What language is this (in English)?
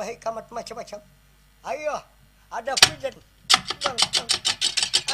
Banjar